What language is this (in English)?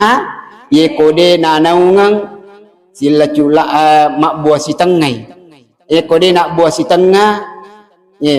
Buginese